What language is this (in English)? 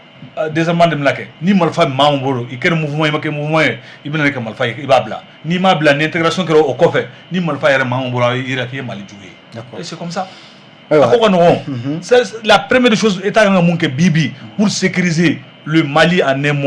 Bambara